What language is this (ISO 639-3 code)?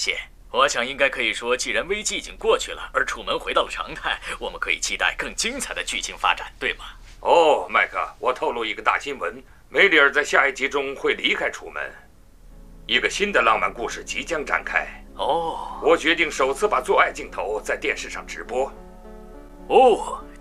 zho